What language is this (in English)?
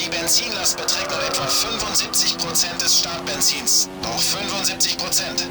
Bavarian